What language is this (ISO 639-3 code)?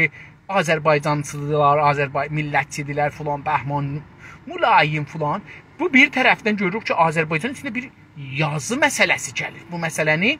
azb